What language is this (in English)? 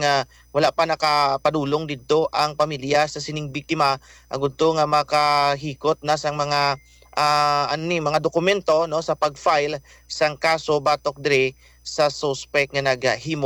Hiligaynon